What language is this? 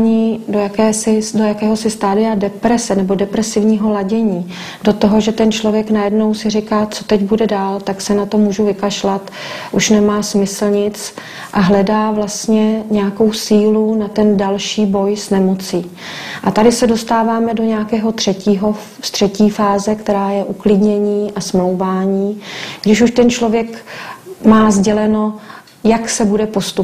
Czech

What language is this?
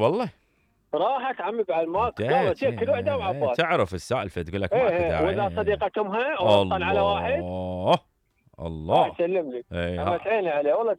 Mesopotamian Arabic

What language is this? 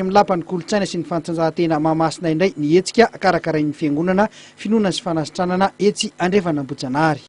Malagasy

